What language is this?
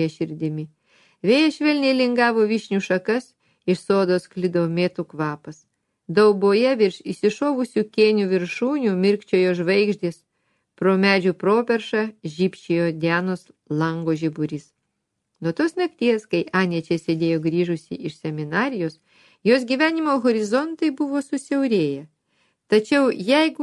Lithuanian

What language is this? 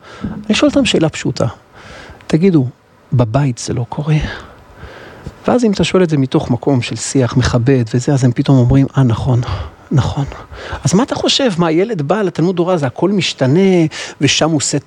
Hebrew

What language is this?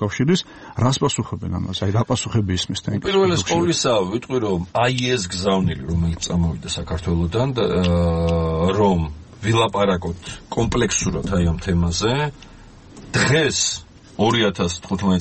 Georgian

